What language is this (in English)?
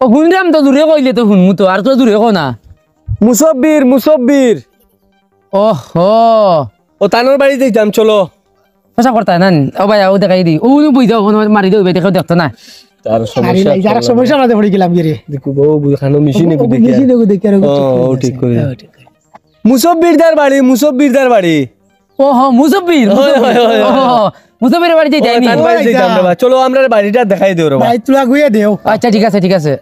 Sylheti